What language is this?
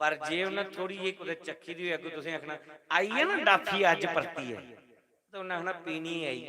Dogri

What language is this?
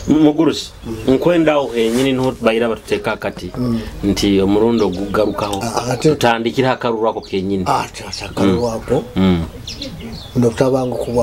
Nyoro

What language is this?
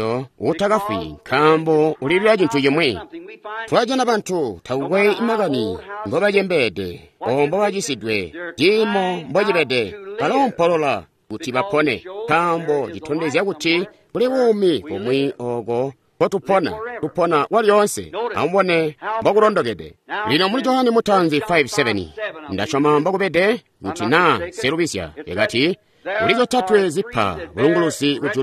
Tonga (Zambia)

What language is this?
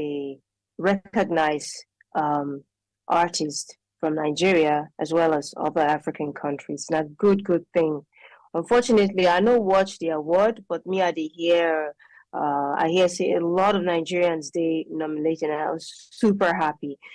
Nigerian Pidgin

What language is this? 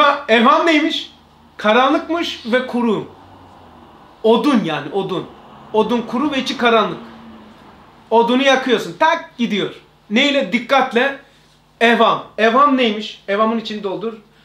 Turkish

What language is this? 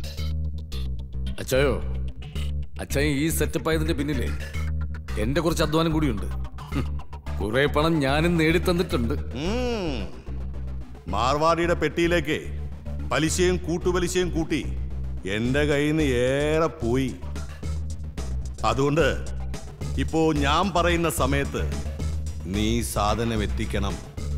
Malayalam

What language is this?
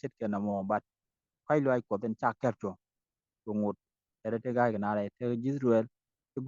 Nuer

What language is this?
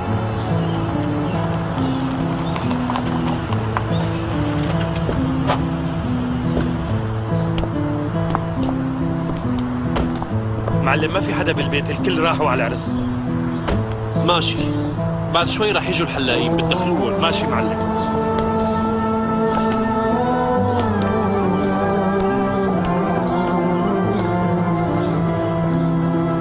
North Levantine Arabic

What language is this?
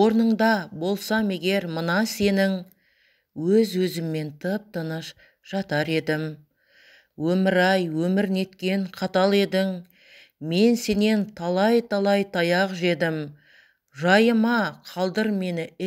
Kazakh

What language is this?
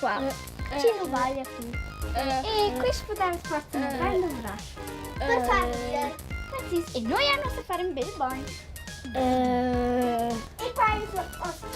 Romansh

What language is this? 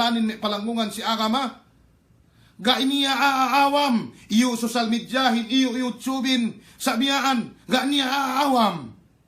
Yakan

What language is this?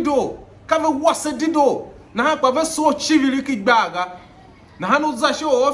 Tiv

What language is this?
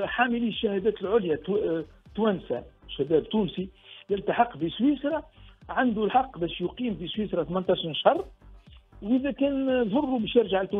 Tunisian Arabic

